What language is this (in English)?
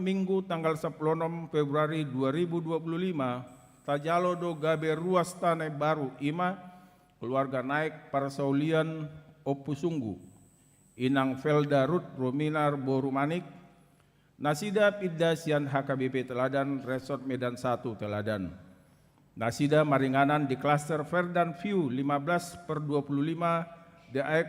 Batak Toba